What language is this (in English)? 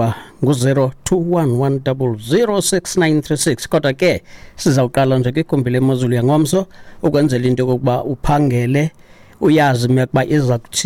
Xhosa